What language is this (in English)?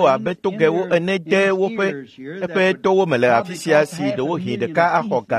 Ewe